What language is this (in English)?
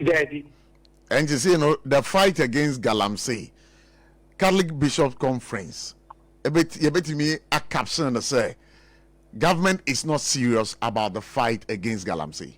Akan